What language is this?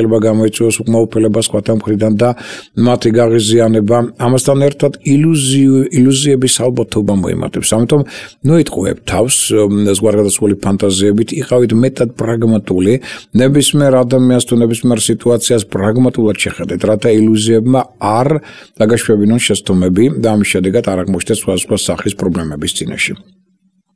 Georgian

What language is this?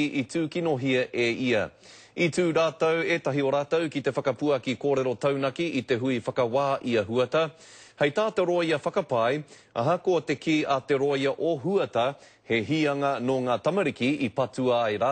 Māori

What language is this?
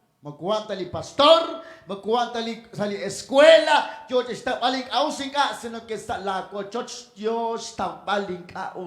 Kekchí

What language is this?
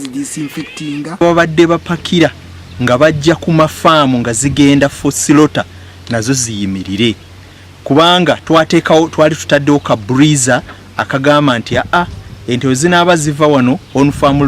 Ganda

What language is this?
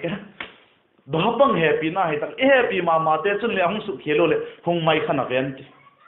Vaiphei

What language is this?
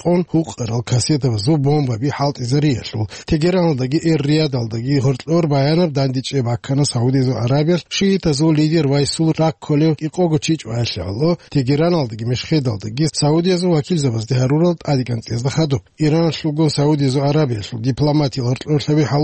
Avaric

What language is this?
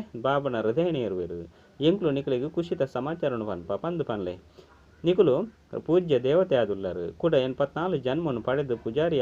Tulu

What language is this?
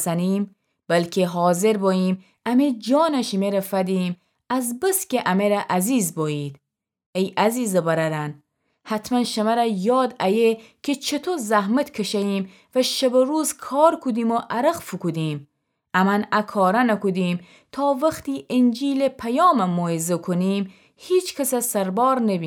Gilaki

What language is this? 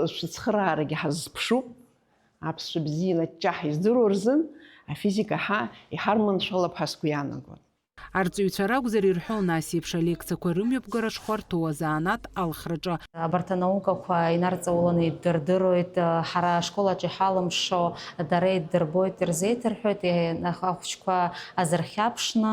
Abkhazian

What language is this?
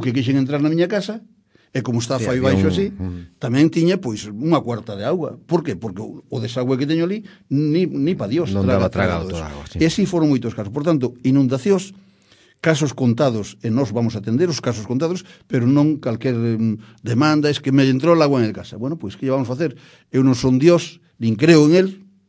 Galician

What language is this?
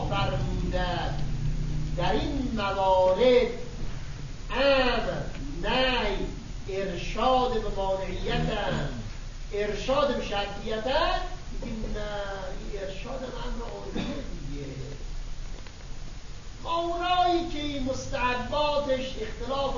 Persian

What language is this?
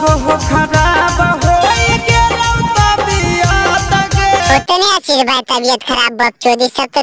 Magahi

